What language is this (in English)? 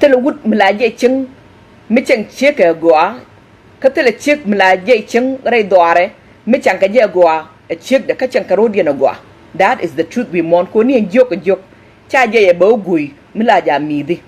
Nuer